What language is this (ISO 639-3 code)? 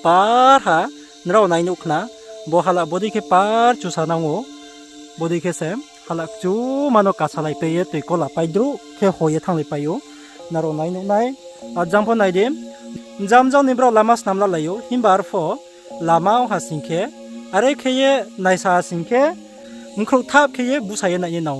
ria